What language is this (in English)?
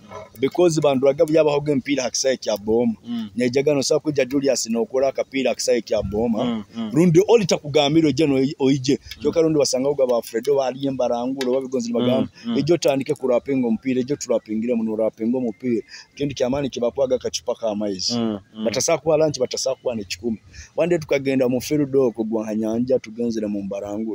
Nyoro